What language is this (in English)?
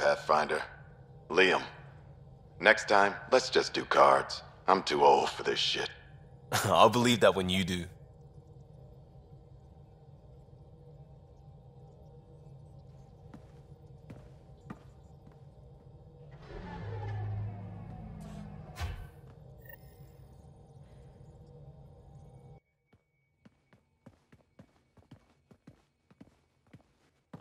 English